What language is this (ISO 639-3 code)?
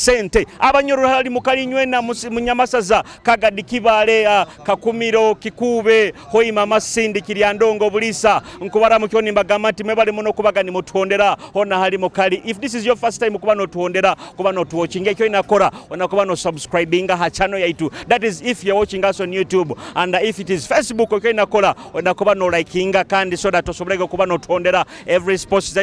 nyo